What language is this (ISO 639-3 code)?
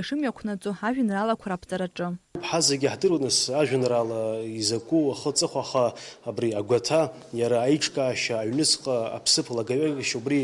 abk